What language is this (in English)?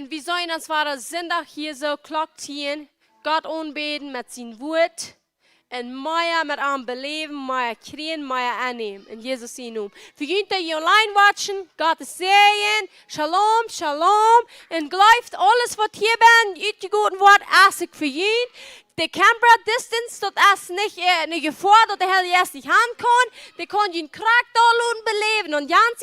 Plautdietsch